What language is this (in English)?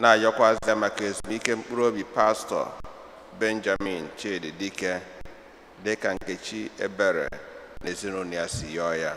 Igbo